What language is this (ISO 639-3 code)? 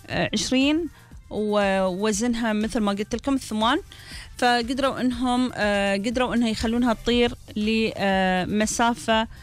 afb